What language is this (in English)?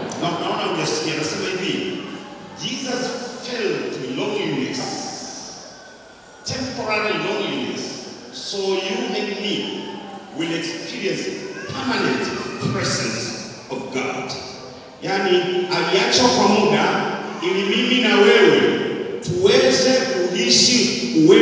Swahili